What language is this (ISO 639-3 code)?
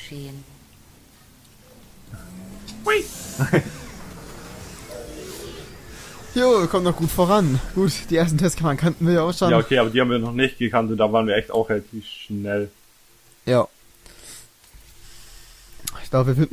deu